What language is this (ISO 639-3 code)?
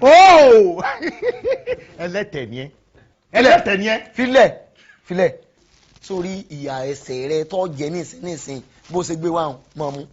yor